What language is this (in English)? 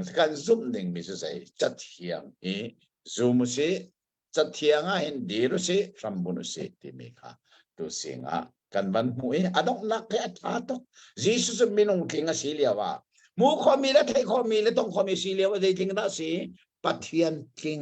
Hakha Chin